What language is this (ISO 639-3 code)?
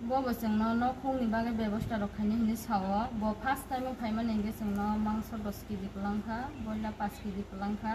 ria